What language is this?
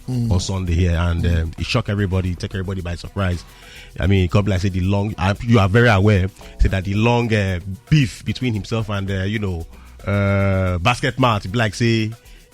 Nigerian Pidgin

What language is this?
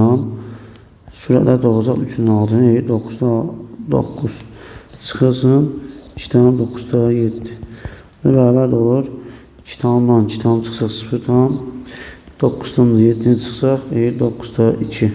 Azerbaijani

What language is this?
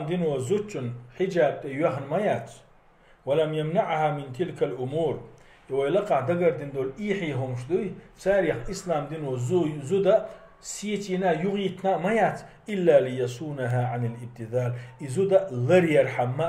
Chechen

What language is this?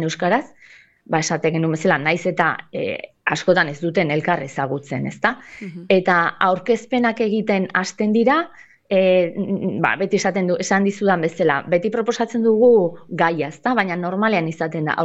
Basque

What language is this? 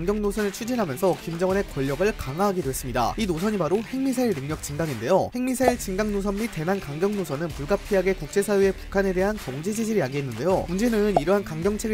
Korean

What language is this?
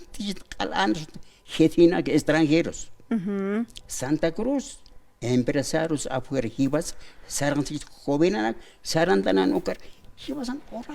Aymara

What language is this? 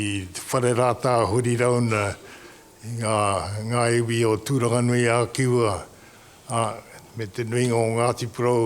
Māori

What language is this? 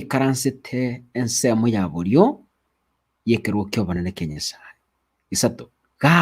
Gusii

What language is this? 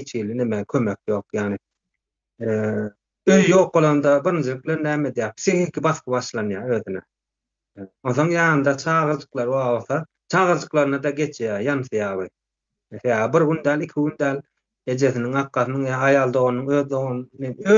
Turkmen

